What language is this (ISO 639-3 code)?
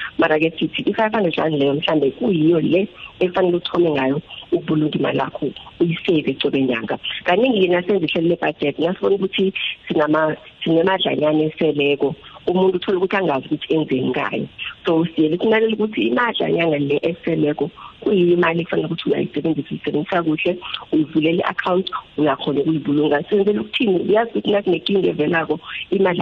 nbl